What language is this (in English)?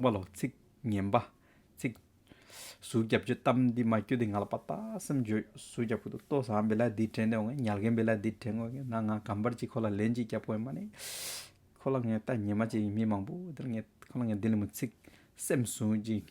Hyolmo